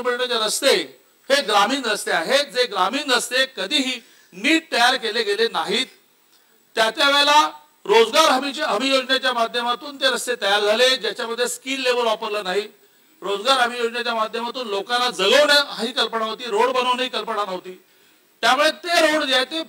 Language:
Marathi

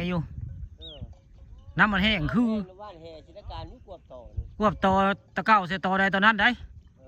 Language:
Northeastern Thai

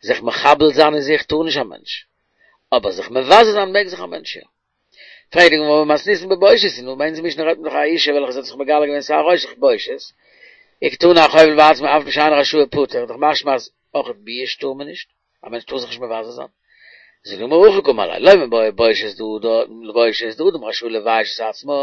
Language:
Yiddish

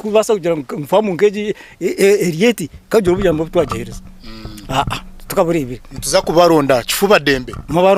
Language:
Nyankole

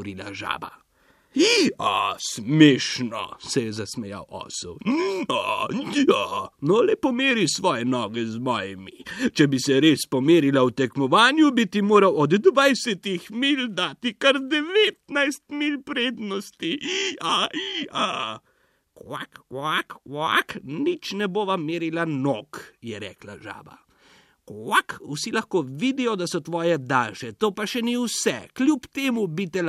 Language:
Slovenian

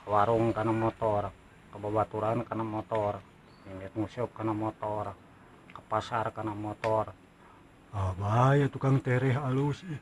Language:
Sundanese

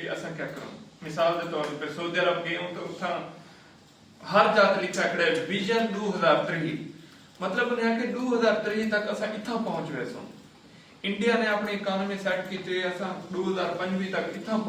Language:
Saraiki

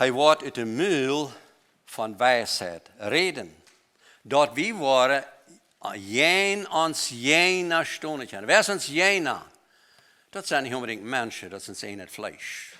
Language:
Plautdietsch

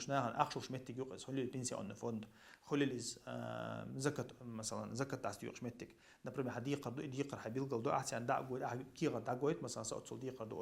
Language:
Chechen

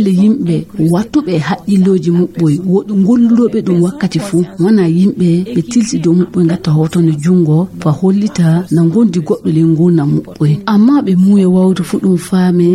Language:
Fula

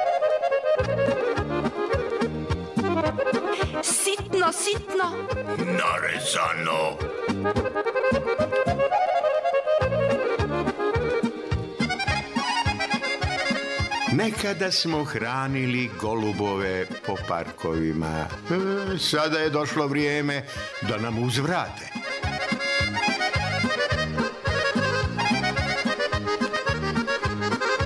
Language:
Serbian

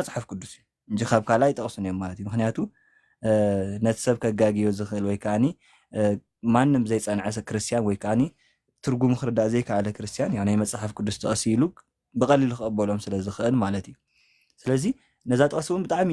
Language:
Tigrinya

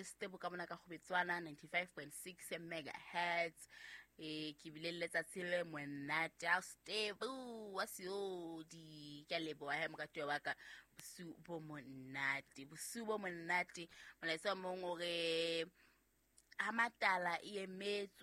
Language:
Southern Sotho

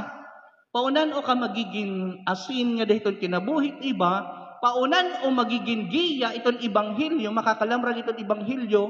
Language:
Waray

